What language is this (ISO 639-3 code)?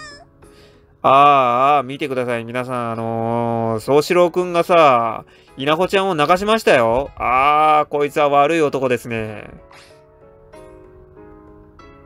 jpn